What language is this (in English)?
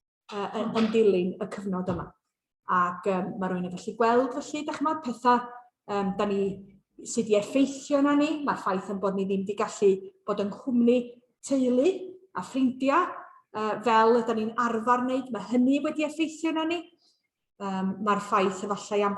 Welsh